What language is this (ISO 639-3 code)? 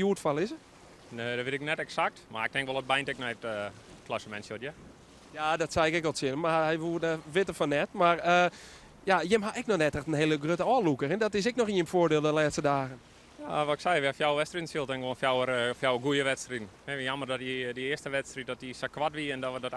fry